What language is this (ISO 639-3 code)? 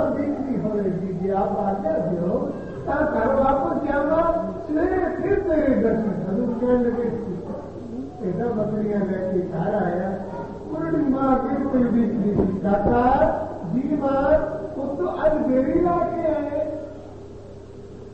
urd